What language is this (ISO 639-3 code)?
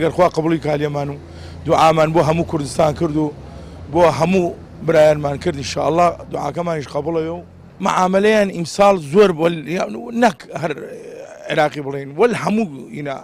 ckb